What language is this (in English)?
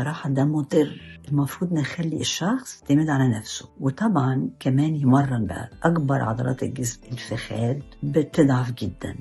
Egyptian Arabic